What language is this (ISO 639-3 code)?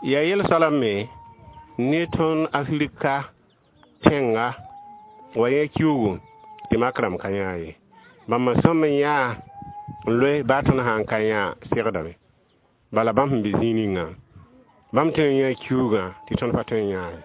mos